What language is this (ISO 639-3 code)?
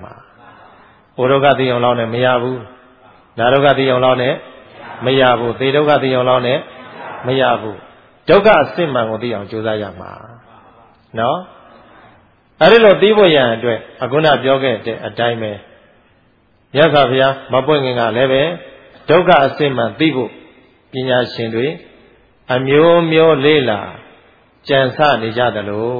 mya